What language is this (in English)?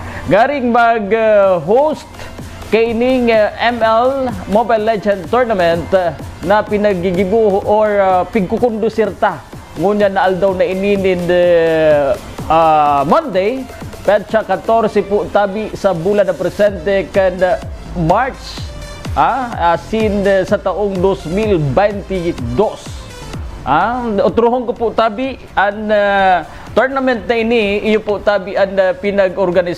Bikol